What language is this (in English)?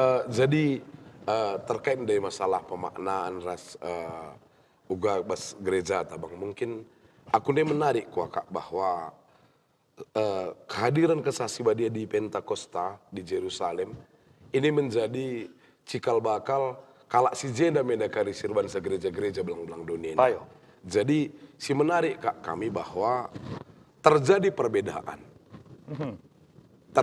Batak Karo